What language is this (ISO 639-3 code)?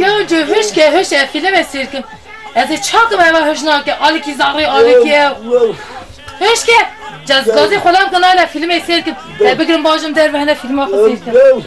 kur